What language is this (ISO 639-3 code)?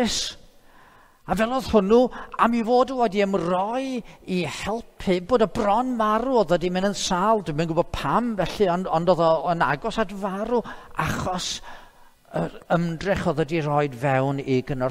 cym